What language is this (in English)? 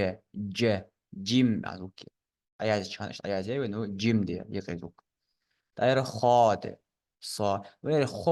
Ingush